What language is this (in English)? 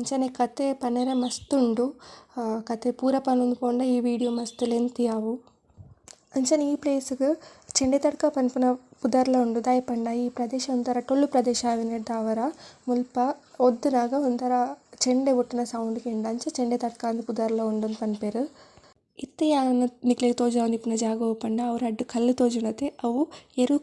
Tulu